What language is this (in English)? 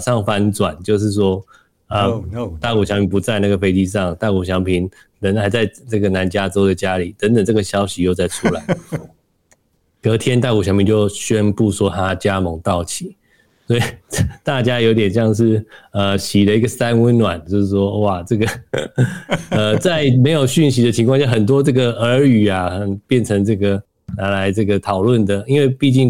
Chinese